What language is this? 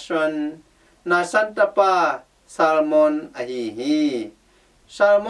Tedim Chin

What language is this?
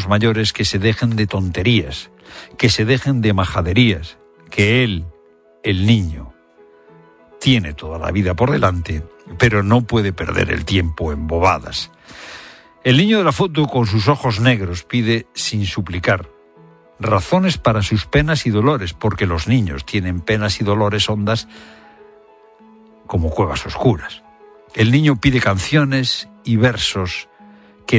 Spanish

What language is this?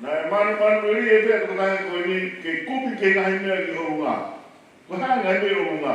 Tongan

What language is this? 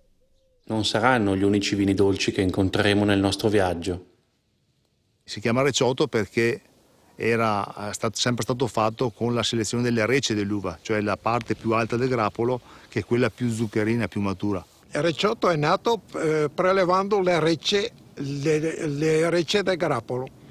Italian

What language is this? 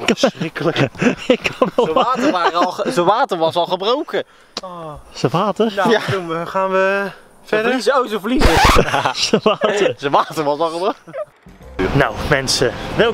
Dutch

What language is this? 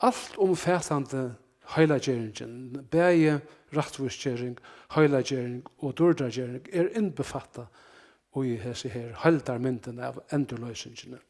Faroese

